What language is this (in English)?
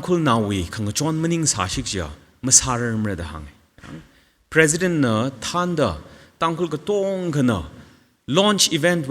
Tangkhul Naga (India)